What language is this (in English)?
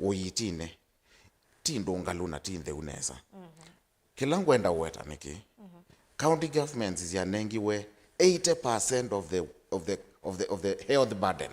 Kamba